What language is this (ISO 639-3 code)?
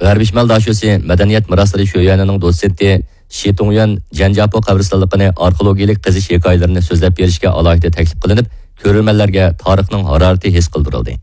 uig